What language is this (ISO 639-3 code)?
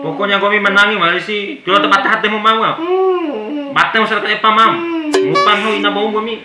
bhp